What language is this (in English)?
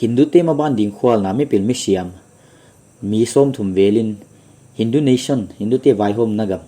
Paite Chin